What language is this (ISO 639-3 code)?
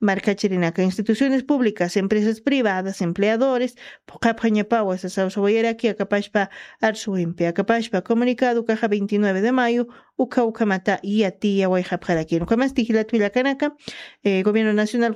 aym